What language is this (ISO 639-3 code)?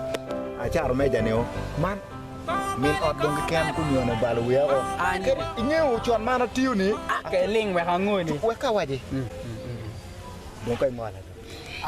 ach